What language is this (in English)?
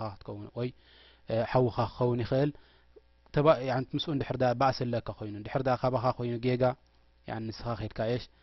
Tigrinya